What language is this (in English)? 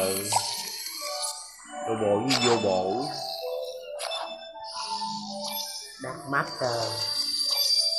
Vietnamese